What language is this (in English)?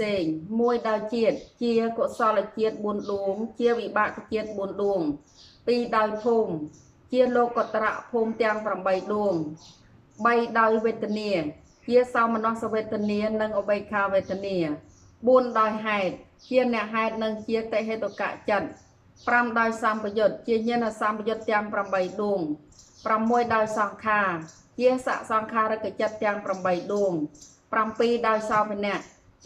Khmer